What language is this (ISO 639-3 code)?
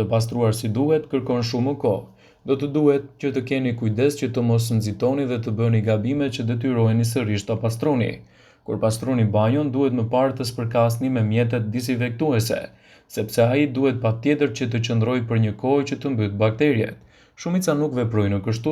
sqi